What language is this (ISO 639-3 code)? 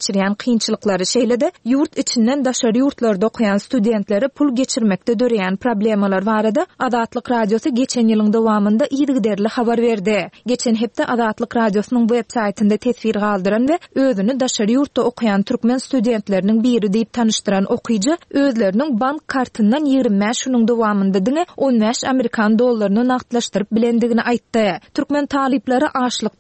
tuk